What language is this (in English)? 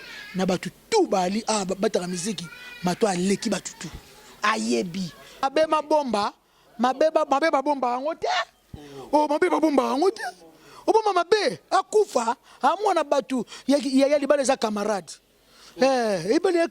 Lingala